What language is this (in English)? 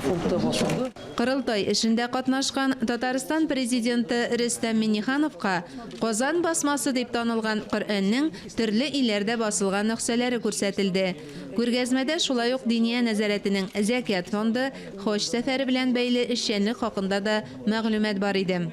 Tatar